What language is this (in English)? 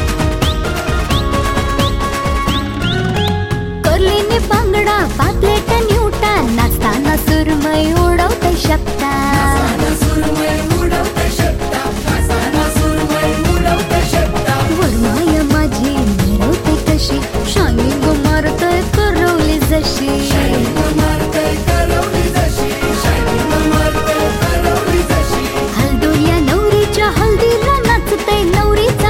Marathi